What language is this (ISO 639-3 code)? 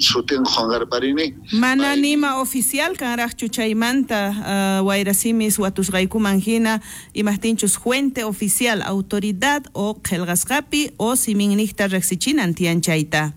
quh